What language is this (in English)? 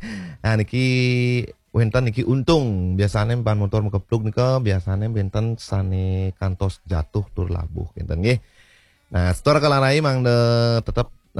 Balinese